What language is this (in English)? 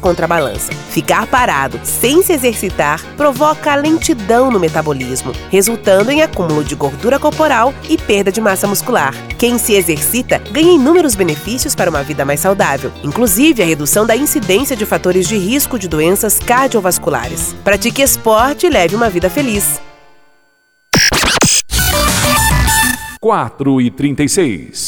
Portuguese